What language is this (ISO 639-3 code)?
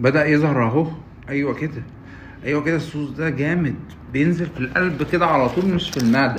arz